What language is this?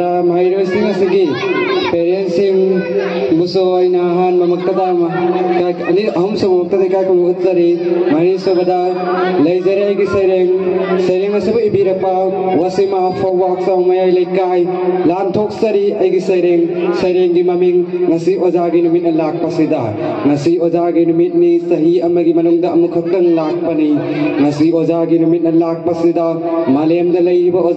Manipuri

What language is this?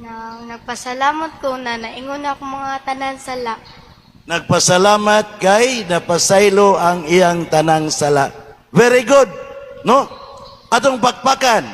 Cebuano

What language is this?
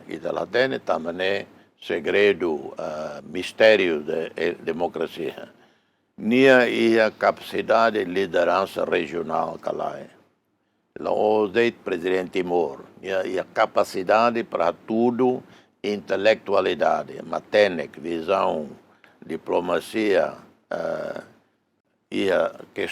Tetum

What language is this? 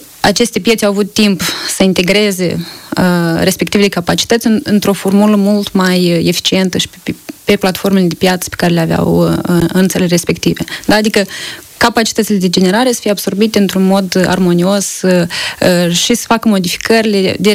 Romanian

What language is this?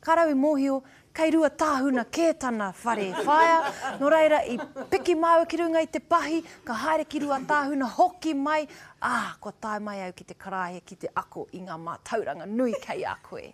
Māori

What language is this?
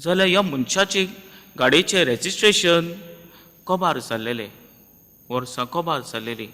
Konkani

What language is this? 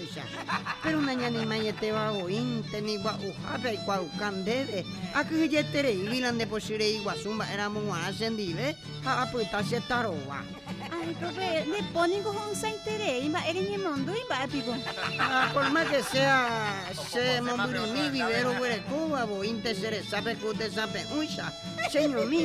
Guarani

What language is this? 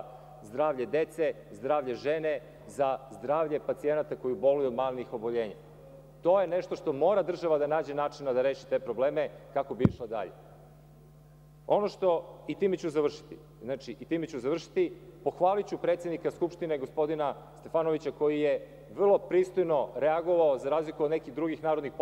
Serbian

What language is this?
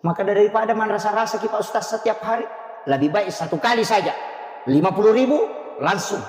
Buginese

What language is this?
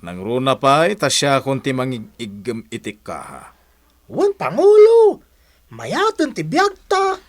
Iloko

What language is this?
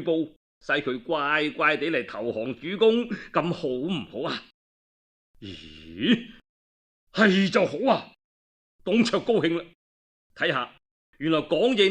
Cantonese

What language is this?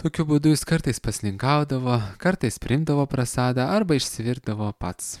Lithuanian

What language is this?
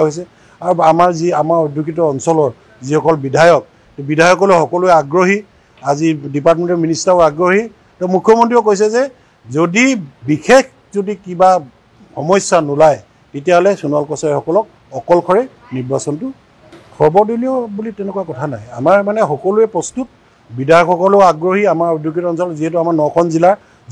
Assamese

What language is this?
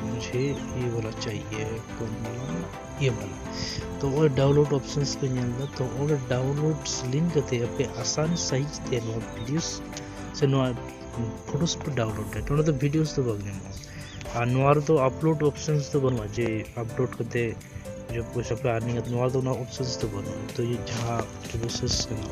Santali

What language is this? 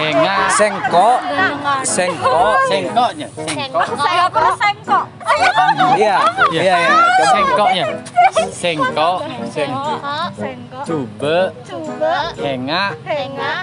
Madurese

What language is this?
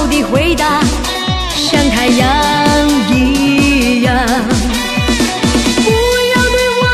Chinese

